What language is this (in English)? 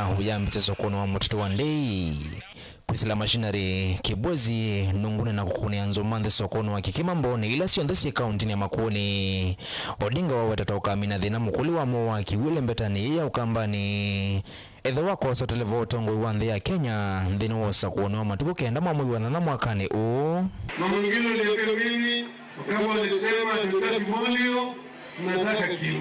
Kamba